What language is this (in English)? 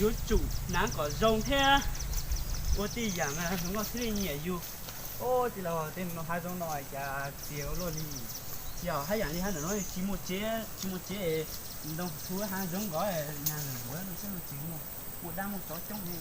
Hmong